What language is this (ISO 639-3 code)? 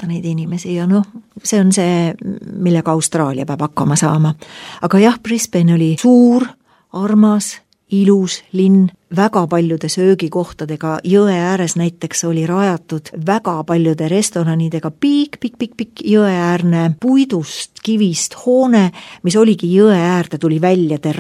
est